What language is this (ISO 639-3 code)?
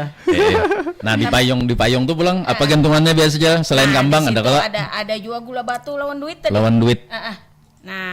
bjn